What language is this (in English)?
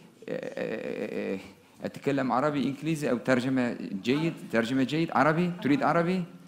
Turkish